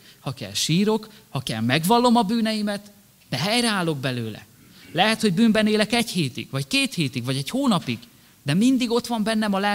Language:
Hungarian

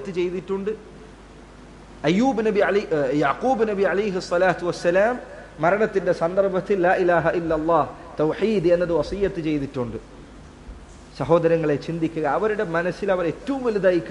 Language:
Malayalam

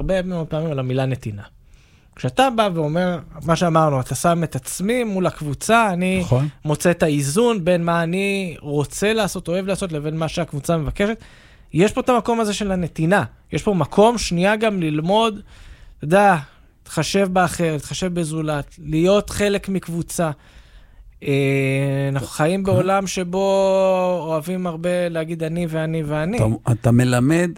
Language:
Hebrew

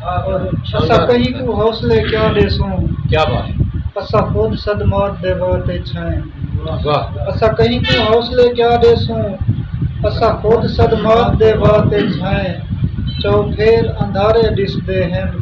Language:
Saraiki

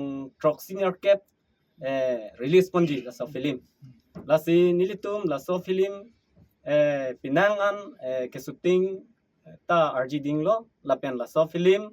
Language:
Karbi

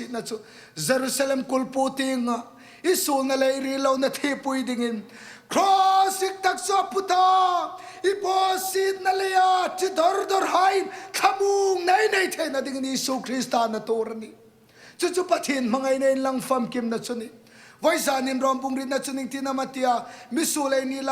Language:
Hmar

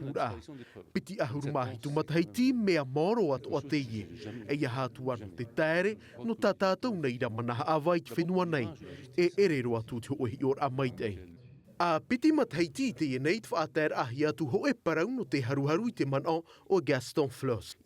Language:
Tahitian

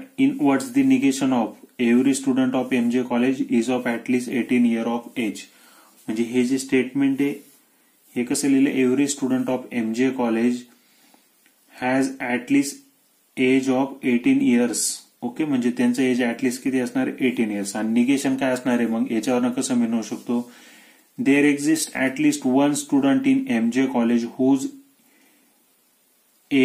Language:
Marathi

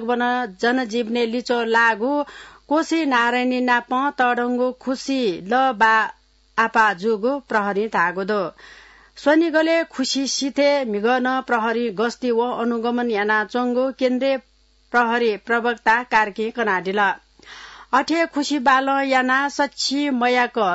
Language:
Newari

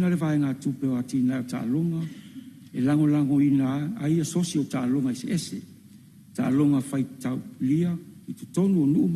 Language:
Samoan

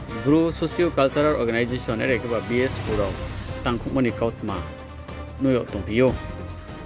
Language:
Riang (India)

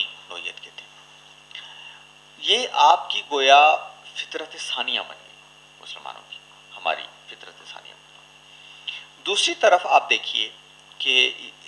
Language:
Urdu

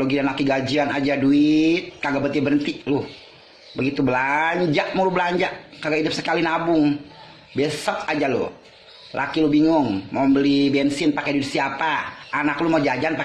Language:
Betawi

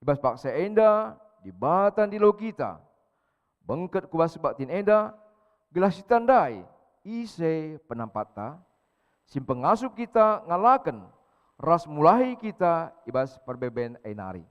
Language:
Batak Karo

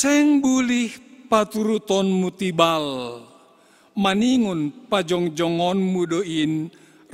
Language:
Batak Simalungun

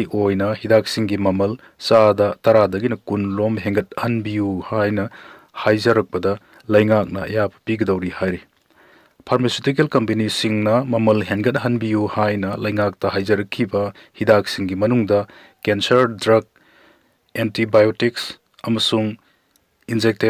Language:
Manipuri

